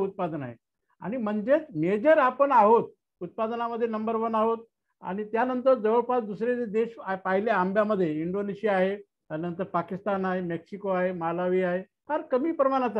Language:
Marathi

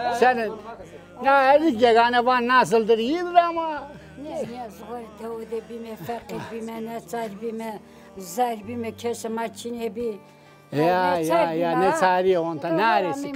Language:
Zaza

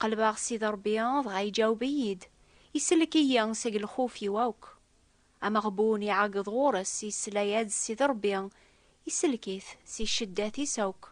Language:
Kabyle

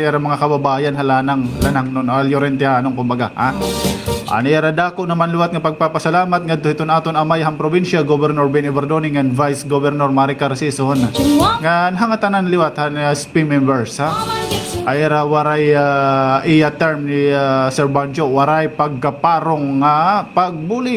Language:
Waray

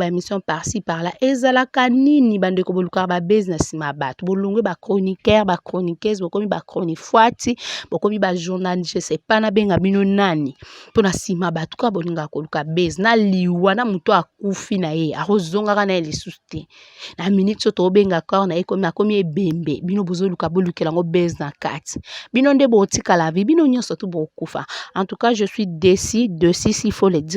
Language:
Lingala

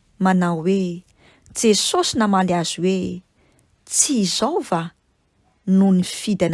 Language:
Malagasy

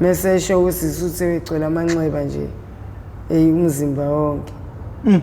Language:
Zulu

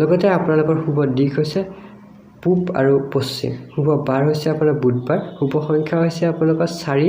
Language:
Assamese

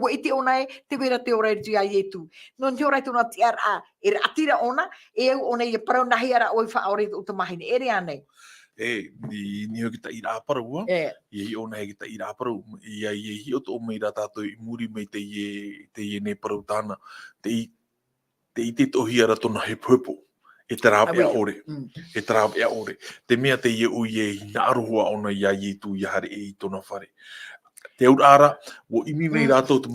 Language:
Tahitian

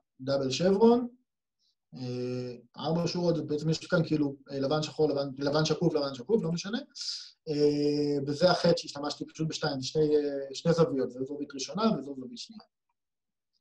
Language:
Hebrew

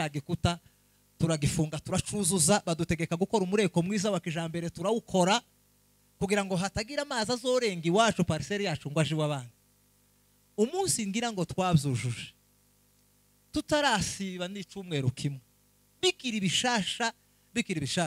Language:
Kinyarwanda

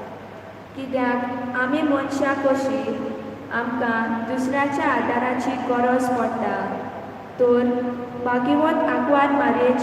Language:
Konkani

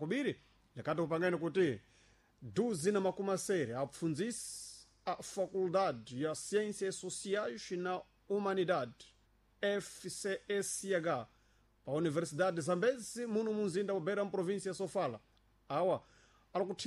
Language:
Sena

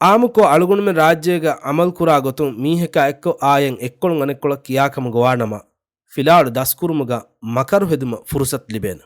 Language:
Divehi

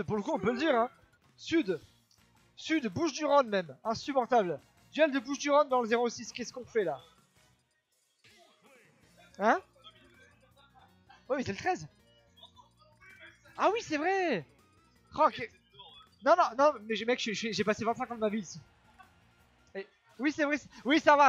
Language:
French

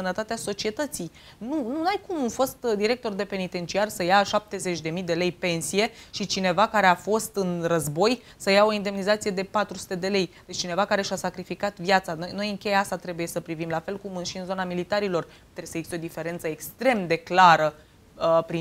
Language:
Romanian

